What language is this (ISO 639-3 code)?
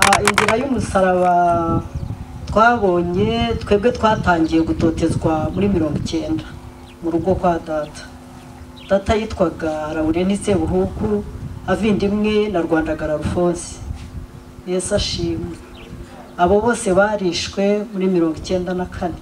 kin